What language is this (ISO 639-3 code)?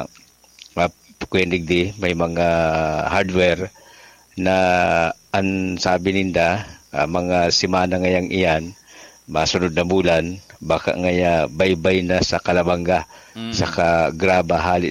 bik